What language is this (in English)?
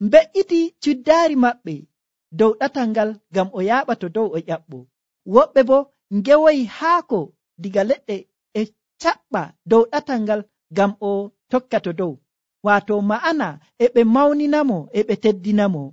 Nigerian Fulfulde